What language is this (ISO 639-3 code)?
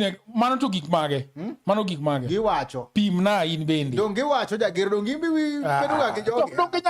luo